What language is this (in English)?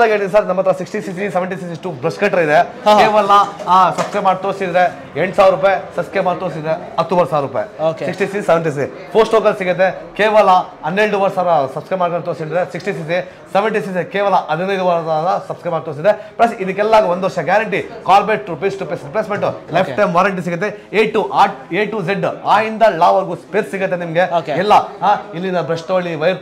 Kannada